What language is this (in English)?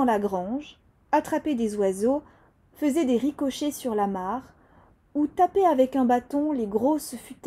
French